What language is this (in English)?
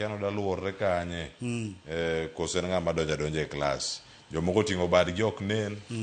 Luo (Kenya and Tanzania)